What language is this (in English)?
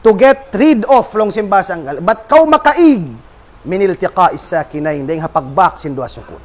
Tausug